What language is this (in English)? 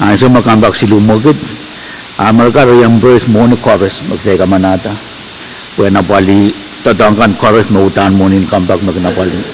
Pohnpeian